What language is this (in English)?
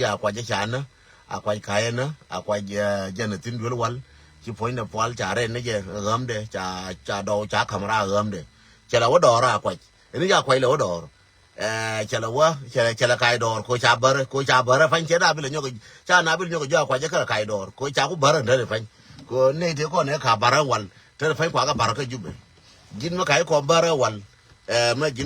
Nuer